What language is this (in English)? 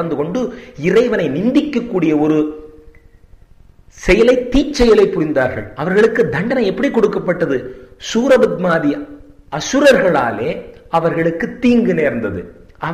Tamil